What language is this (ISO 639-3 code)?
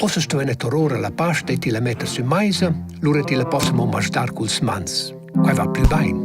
roh